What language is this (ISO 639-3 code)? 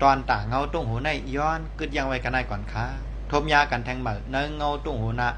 shn